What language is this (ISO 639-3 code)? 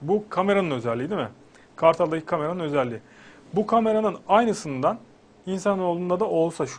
tur